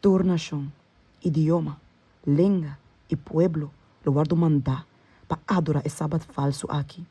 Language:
Papiamento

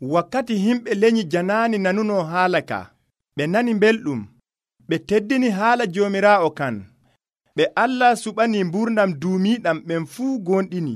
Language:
Nigerian Fulfulde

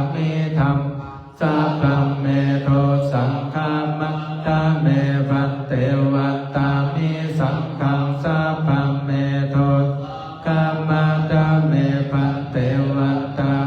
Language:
Pali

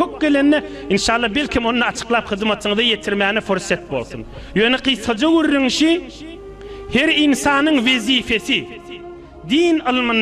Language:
Turkmen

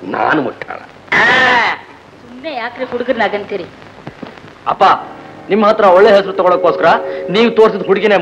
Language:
Kannada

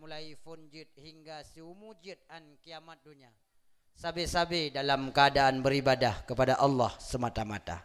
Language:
Achinese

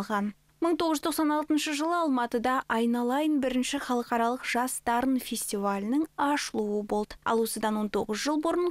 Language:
Kazakh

